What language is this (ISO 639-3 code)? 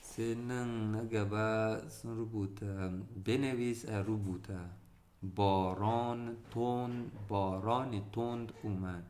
hau